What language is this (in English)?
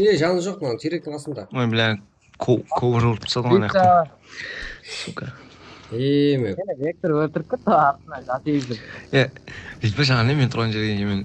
Kara-Kalpak